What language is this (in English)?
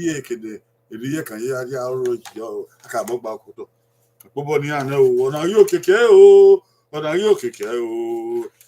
Bini